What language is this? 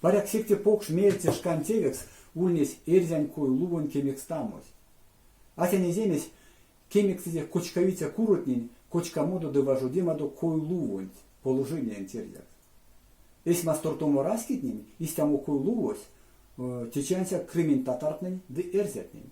Erzya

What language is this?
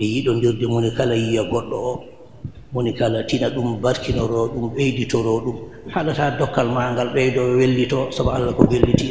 Fula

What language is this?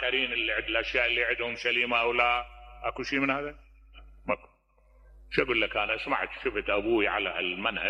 Mesopotamian Arabic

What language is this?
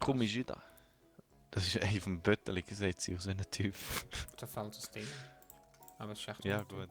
Swiss German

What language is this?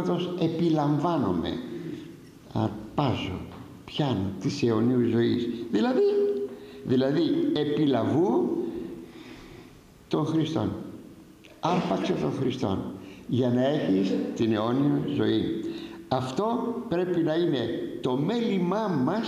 Greek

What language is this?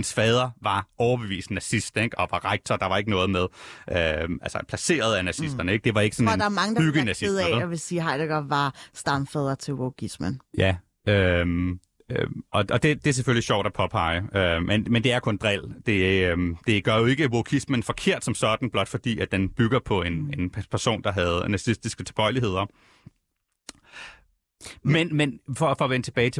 Danish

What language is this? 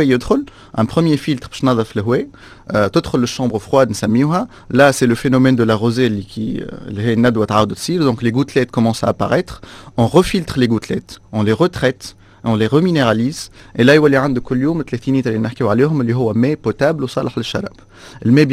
Tunisian Arabic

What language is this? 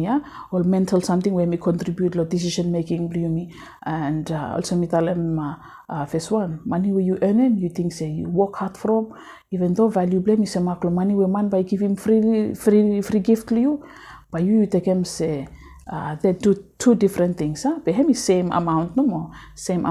Bislama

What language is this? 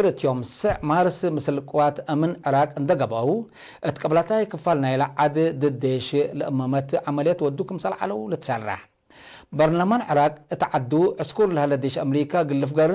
Tigre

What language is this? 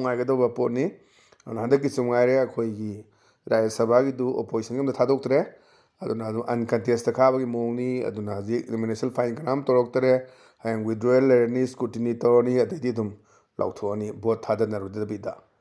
Manipuri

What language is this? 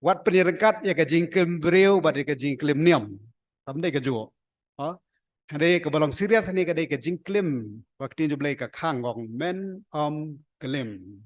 Khasi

